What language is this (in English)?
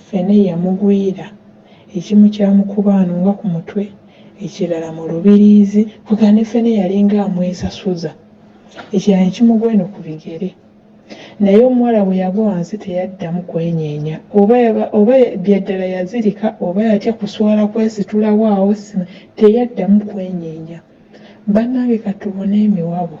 Ganda